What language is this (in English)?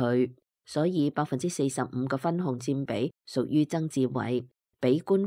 Cantonese